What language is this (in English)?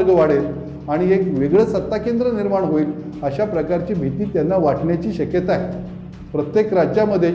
Marathi